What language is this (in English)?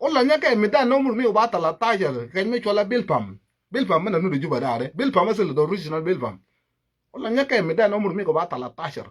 Nuer